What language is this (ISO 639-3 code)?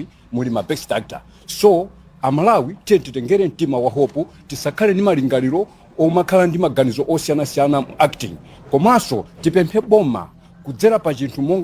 nya